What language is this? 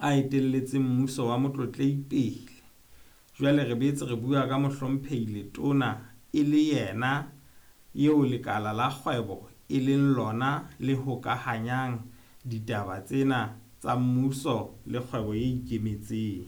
Southern Sotho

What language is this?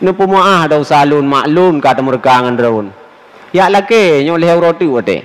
Achinese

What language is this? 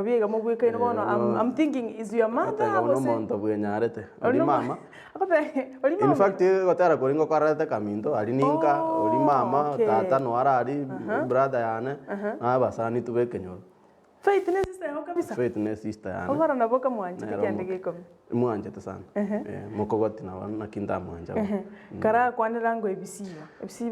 Gusii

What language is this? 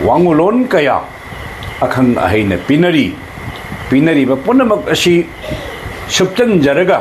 Manipuri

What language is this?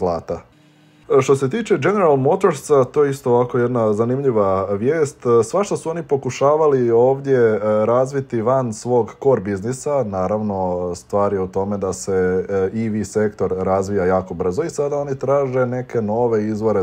Croatian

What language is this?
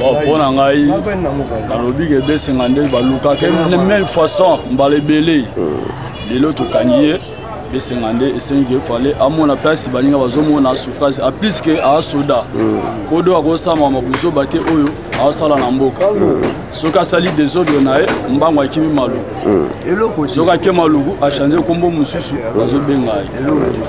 Lingala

